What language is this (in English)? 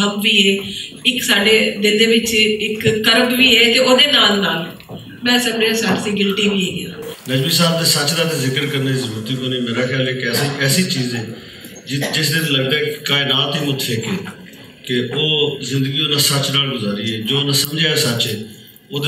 Western Panjabi